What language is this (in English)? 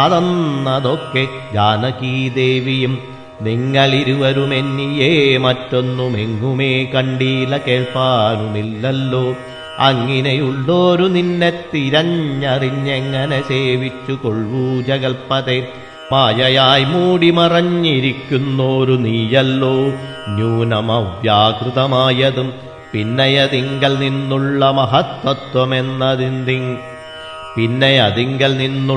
Malayalam